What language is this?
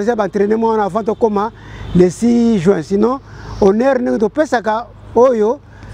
Lingala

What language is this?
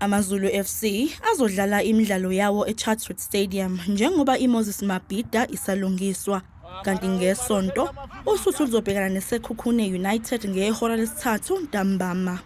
Zulu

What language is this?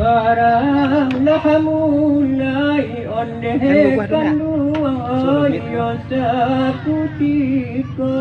Minangkabau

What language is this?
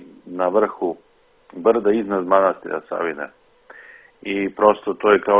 Serbian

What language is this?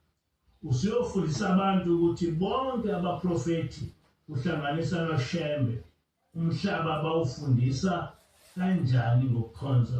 Zulu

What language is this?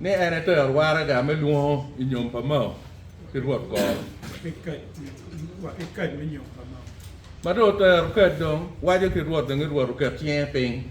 Acoli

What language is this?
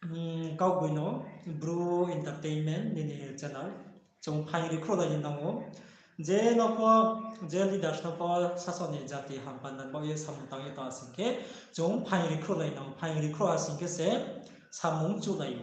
Riang (India)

